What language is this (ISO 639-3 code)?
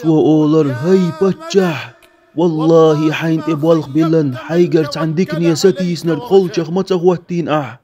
che